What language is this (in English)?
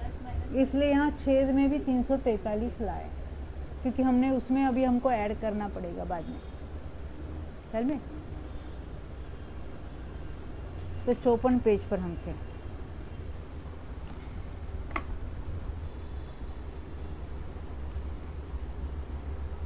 Hindi